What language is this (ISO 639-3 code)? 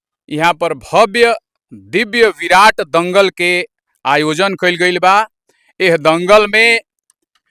bho